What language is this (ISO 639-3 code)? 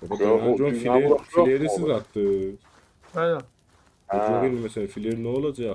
azb